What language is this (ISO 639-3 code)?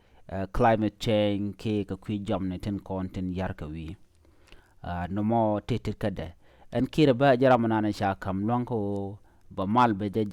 nus